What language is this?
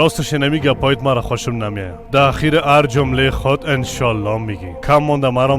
Persian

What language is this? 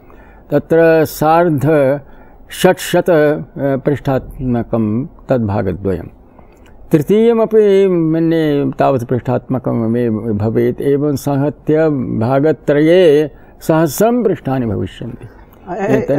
Sanskrit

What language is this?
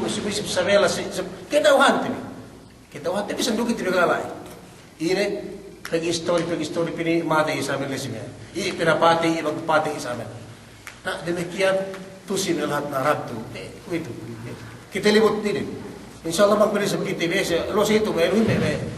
Yakan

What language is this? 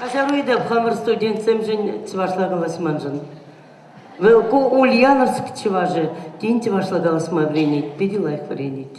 Chuvash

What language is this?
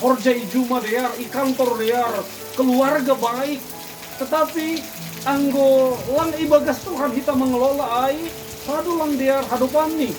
Batak Simalungun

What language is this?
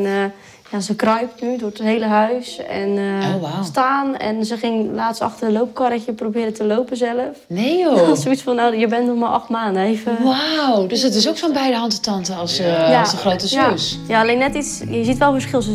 Dutch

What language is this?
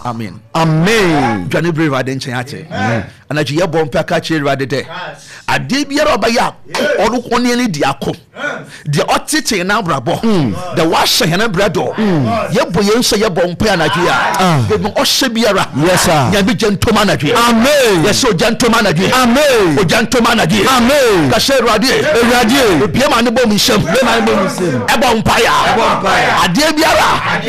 Akan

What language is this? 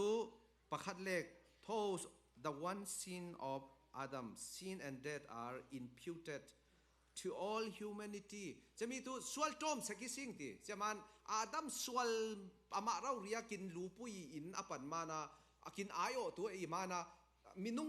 Falam Chin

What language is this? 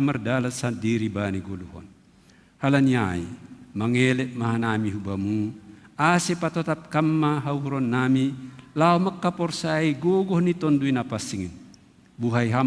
Batak Simalungun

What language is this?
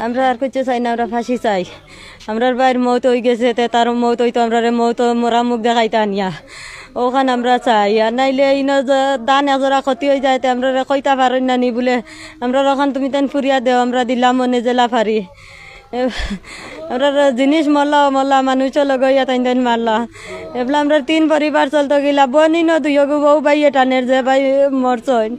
Sylheti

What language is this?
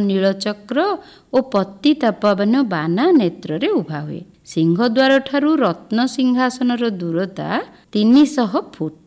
Odia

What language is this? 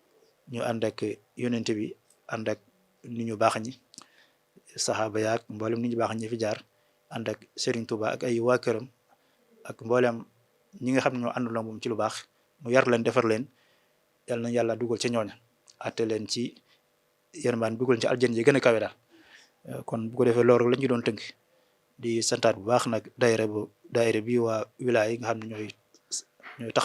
Wolof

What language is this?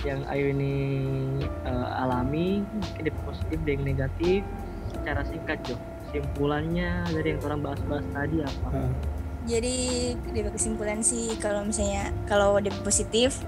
Manado Malay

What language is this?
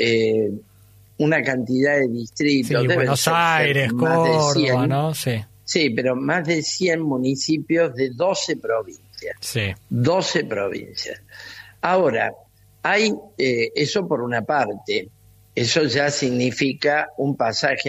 Spanish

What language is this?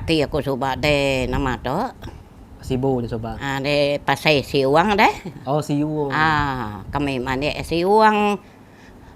Iban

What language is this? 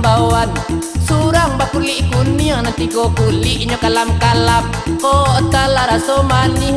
Minangkabau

